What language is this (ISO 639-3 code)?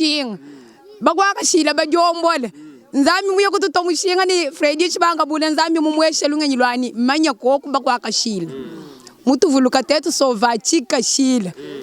lua